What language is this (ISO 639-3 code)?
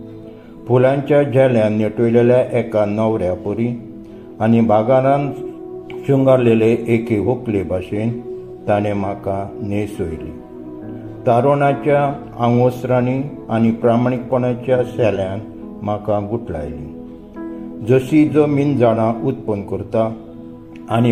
kok